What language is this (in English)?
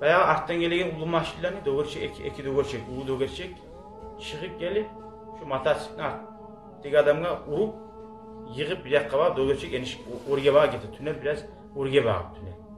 Kumyk